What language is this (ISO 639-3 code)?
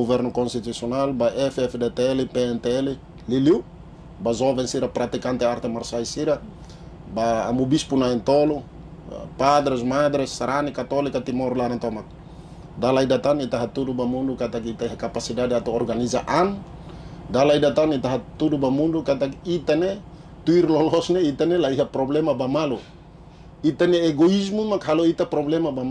tet